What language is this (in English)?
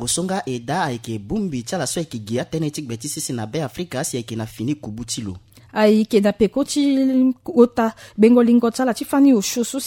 Sango